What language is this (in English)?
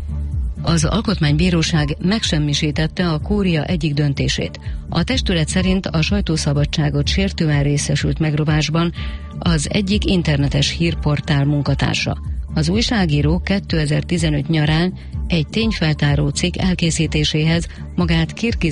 Hungarian